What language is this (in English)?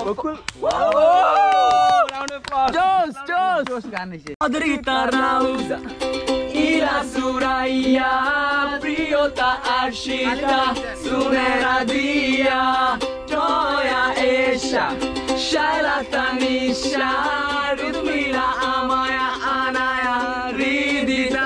Sylheti